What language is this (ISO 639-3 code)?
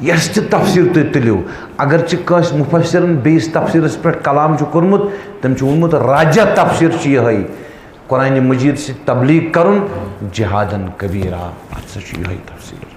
kas